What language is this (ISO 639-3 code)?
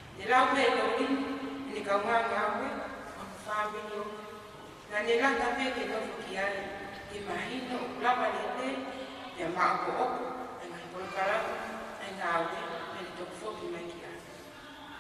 ton